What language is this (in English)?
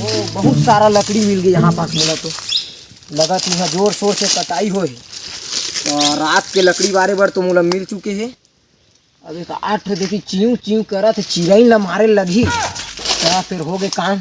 Chhattisgarhi